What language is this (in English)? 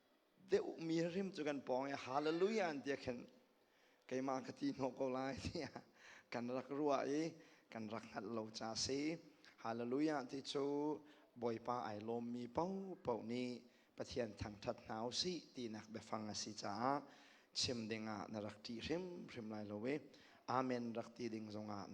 Hakha Chin